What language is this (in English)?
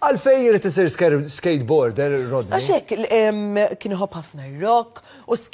Maltese